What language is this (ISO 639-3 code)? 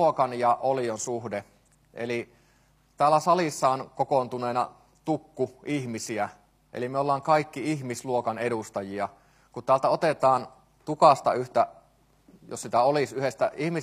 fin